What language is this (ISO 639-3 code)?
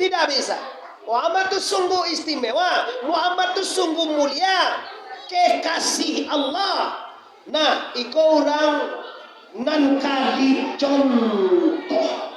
min